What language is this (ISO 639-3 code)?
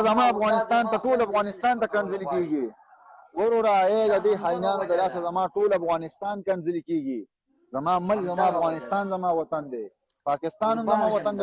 pus